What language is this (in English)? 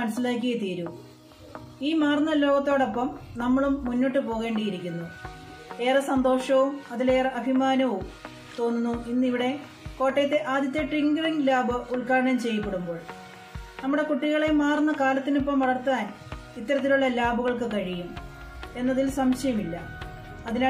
Malayalam